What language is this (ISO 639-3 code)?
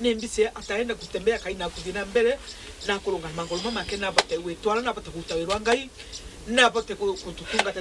mer